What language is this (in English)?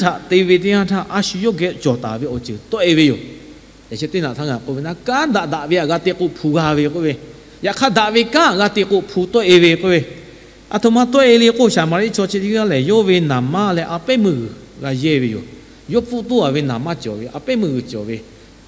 Lahu